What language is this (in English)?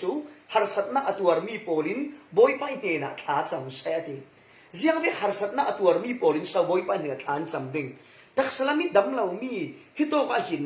Falam Chin